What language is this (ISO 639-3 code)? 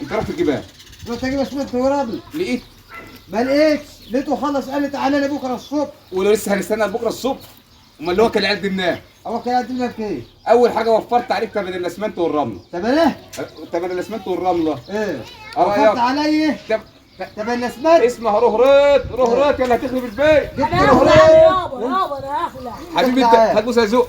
arz